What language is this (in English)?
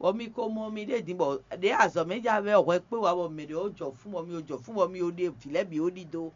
Fon